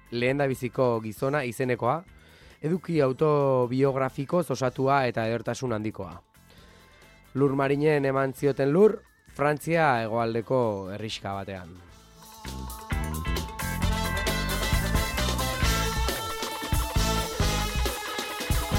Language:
Basque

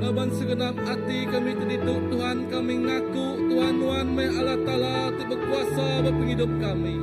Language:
Iban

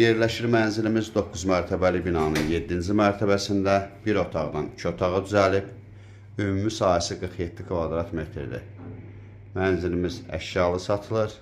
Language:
Azerbaijani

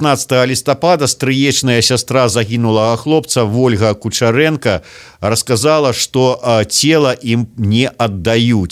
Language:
Belarusian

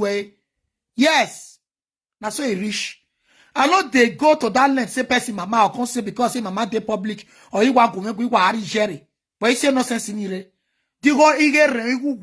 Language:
Nigerian Pidgin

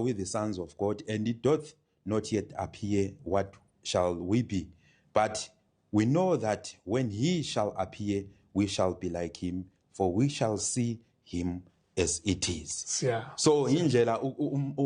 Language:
Zulu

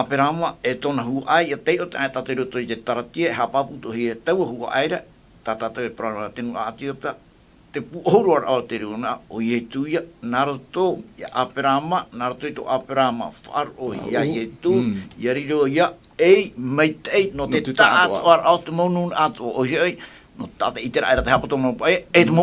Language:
Tahitian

